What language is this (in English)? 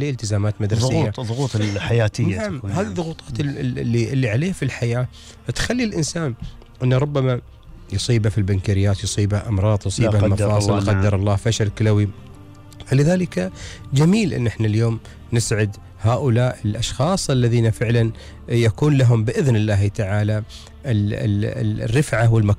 Gulf Arabic